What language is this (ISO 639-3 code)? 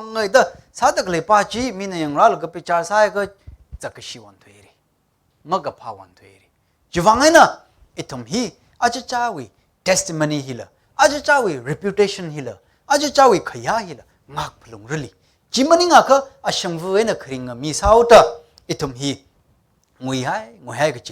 nmf